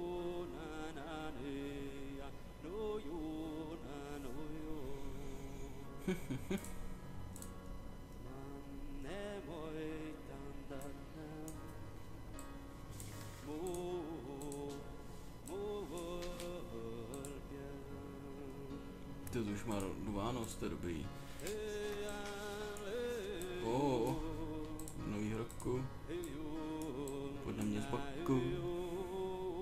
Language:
Czech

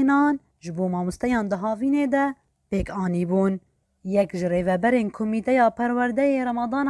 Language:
Kurdish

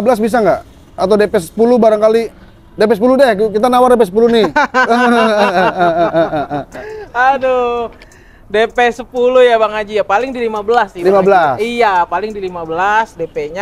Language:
Indonesian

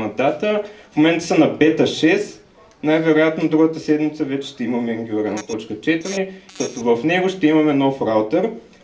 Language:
Bulgarian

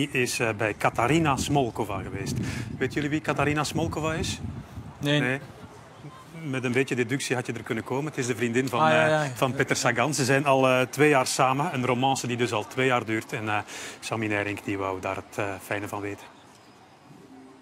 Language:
Dutch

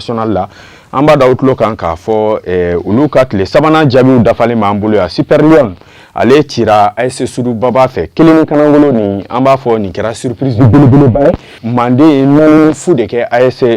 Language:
Bambara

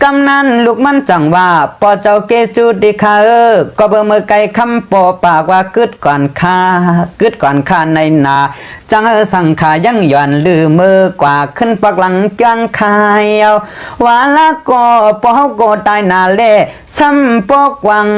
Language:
Shan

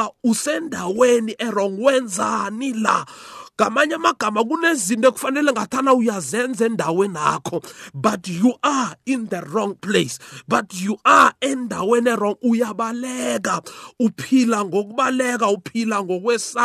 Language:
South Ndebele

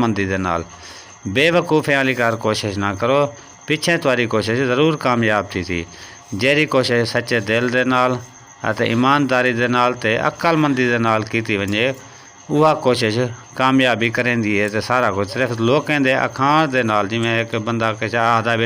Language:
Saraiki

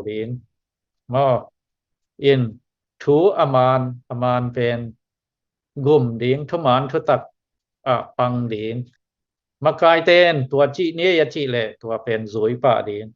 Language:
Tedim Chin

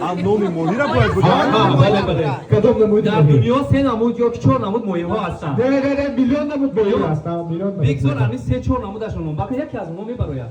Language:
Tajik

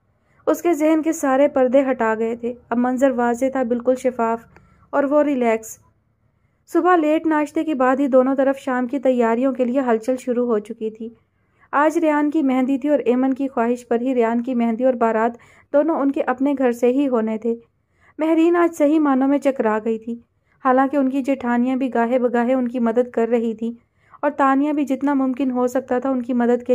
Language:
Urdu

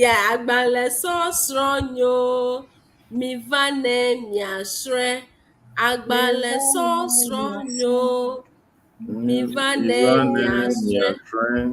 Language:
Ewe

